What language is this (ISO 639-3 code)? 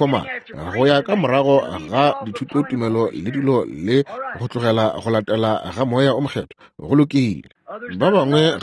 nso